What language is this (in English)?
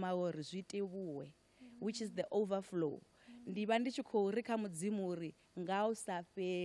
Venda